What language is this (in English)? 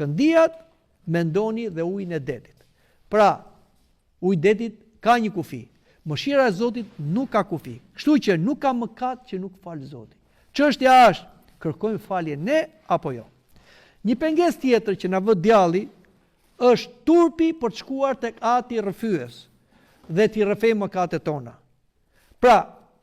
Albanian